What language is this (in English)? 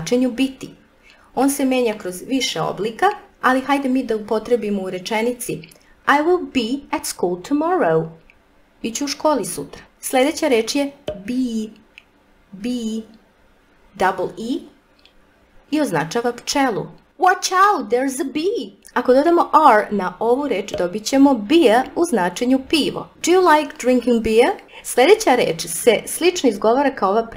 Serbian